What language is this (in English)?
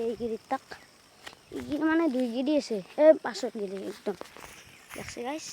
Assamese